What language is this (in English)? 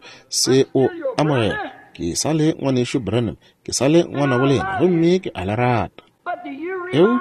Northern Sotho